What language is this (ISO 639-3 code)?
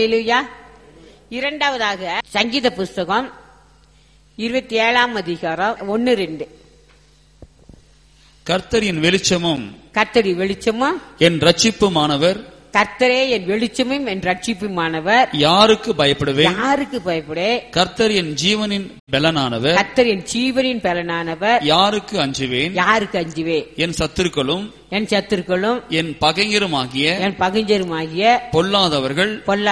tam